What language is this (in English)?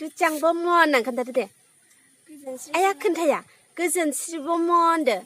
Bodo